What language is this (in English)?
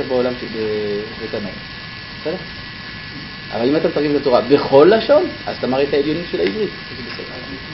Hebrew